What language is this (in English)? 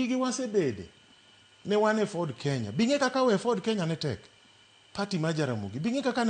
Luo (Kenya and Tanzania)